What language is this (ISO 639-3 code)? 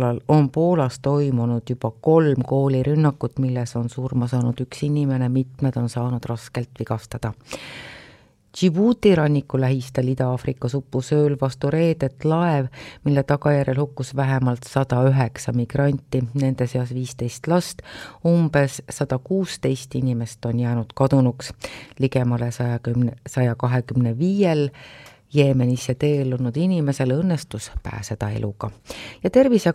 est